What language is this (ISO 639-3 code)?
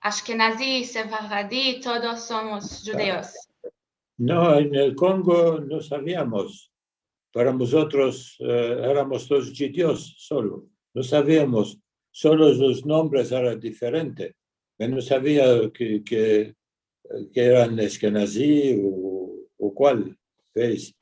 lad